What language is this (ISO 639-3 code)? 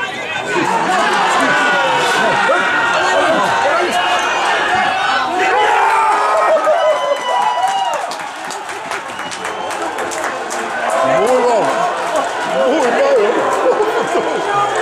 nld